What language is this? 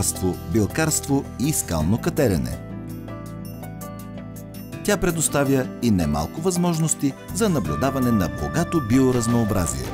Bulgarian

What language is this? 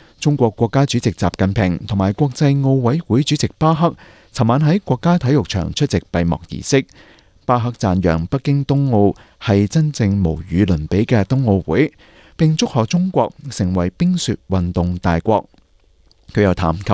Cantonese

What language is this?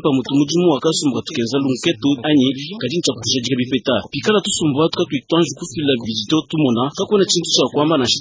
Luba-Lulua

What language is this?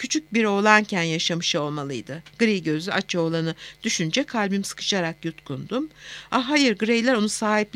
Turkish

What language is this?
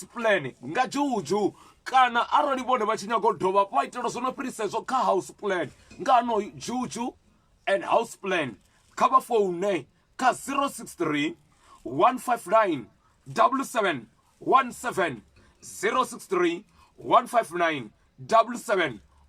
Venda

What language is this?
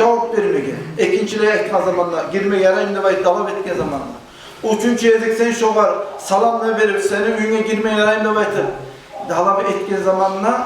Kumyk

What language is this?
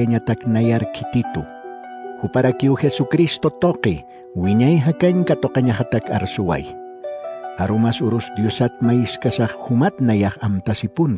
Aymara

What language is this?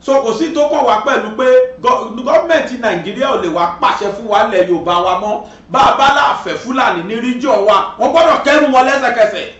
Yoruba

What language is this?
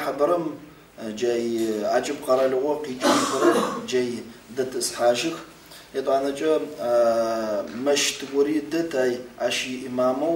Adyghe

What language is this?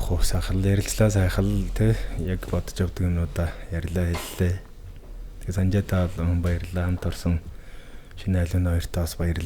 Mongolian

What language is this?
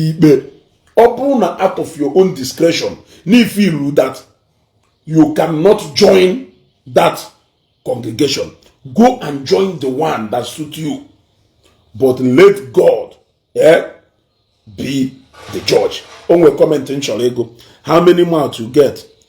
Igbo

